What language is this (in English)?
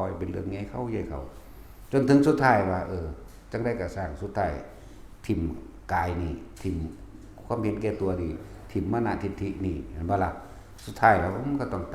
Northeastern Thai